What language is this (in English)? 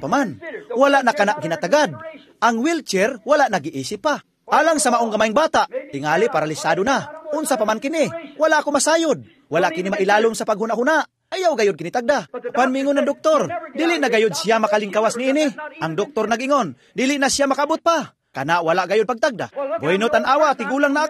Cebuano